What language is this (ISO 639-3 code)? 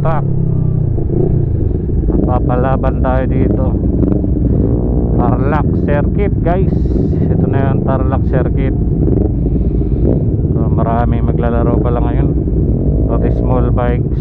fil